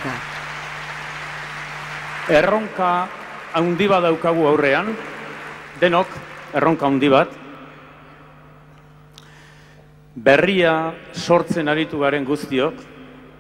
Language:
Basque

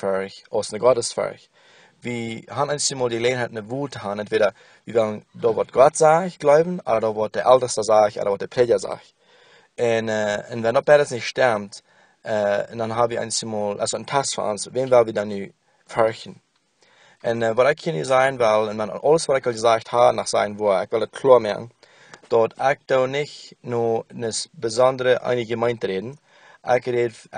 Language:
Plautdietsch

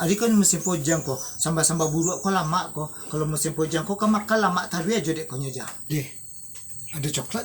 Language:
Minangkabau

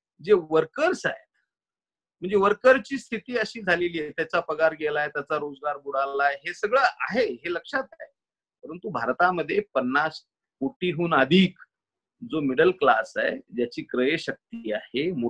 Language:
Marathi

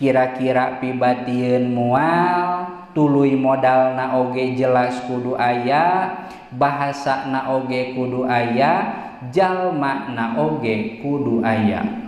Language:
Sundanese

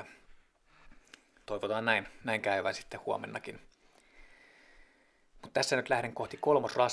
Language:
Finnish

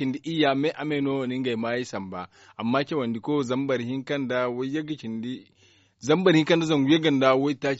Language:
Zarma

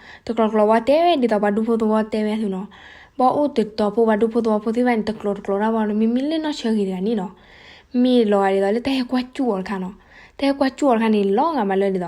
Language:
S'gaw Karen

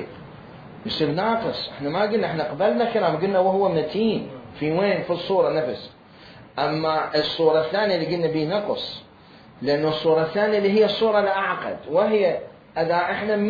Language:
Mesopotamian Arabic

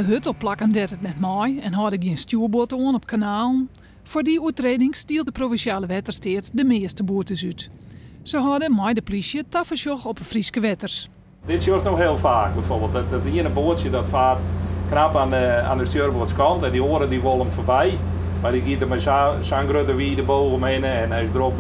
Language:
Western Frisian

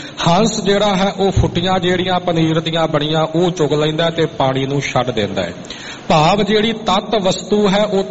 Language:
Punjabi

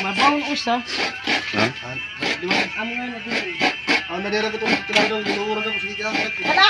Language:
Waray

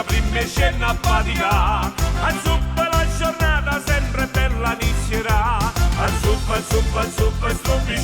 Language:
Neapolitan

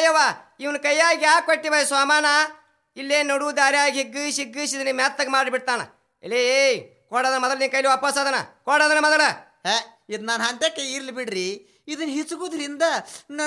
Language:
Kannada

